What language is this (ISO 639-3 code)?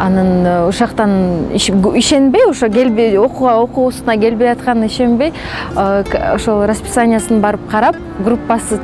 kir